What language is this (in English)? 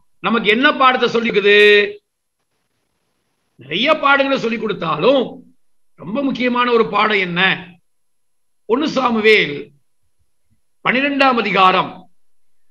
Tamil